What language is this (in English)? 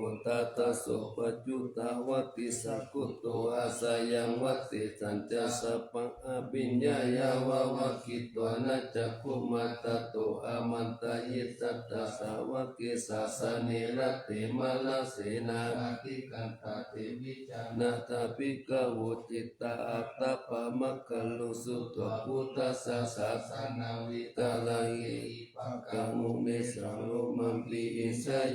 Pali